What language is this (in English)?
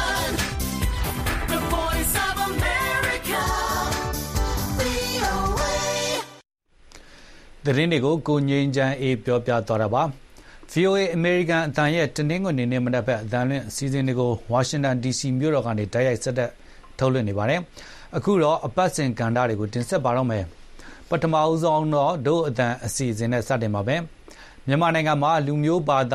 Burmese